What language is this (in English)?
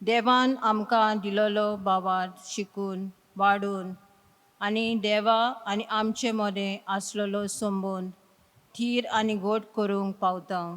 Konkani